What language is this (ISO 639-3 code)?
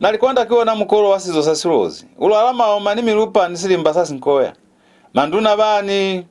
loz